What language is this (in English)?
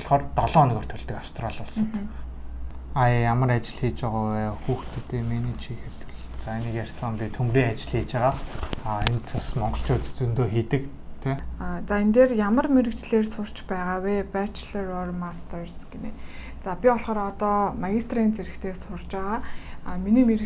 Mongolian